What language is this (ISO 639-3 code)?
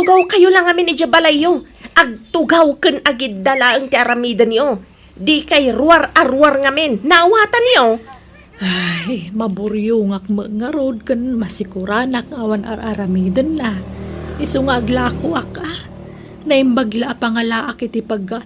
ilo